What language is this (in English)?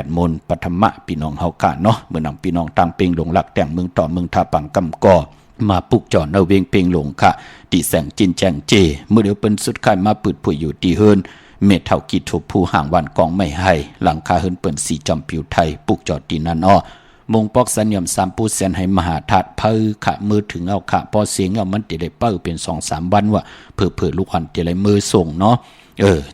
Shan